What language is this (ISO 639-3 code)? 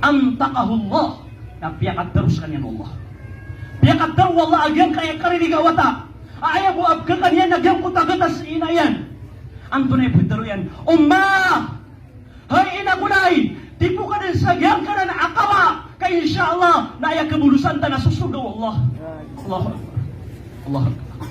mrw